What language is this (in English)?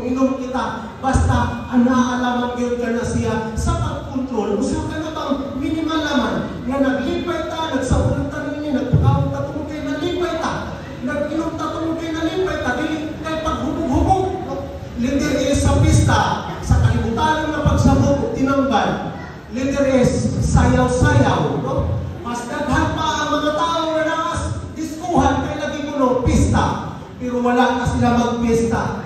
Cebuano